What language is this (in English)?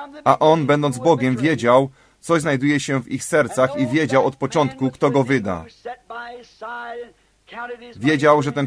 Polish